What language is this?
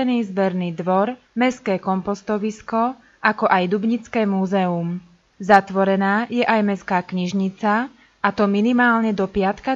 Slovak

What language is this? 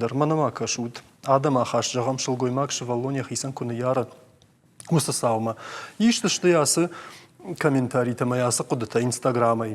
Ossetic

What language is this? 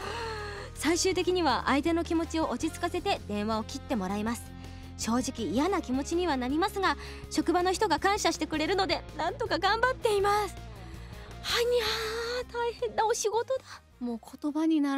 Japanese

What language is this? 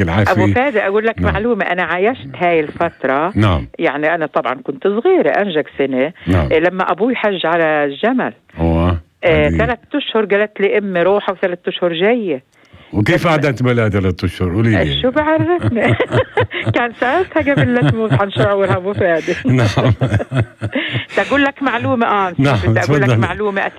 North Levantine Arabic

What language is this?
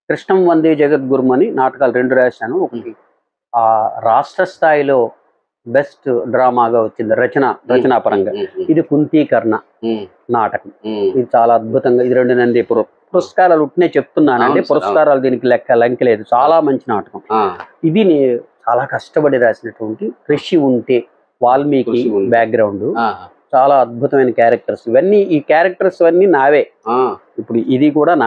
Telugu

